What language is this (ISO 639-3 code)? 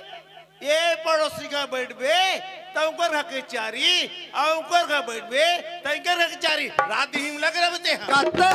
hne